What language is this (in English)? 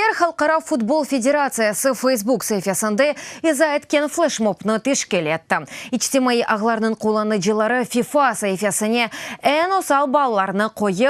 Crimean Tatar